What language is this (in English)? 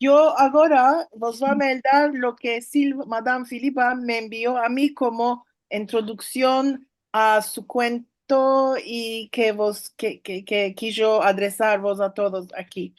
Ladino